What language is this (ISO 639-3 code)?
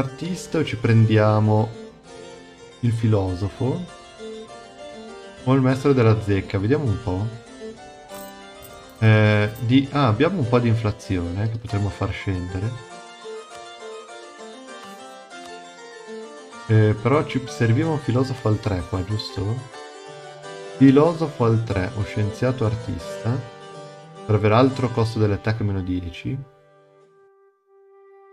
ita